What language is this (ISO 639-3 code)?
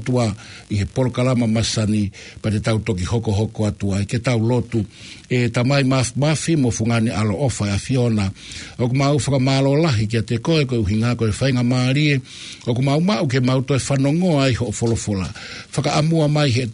ton